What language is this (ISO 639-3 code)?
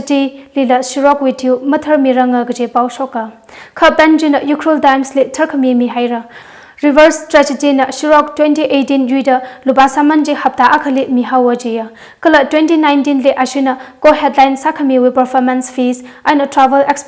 nmf